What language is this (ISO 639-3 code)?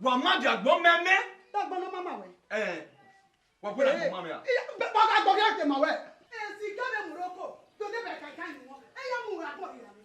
bin